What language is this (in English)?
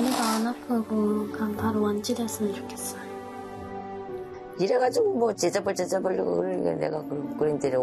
Korean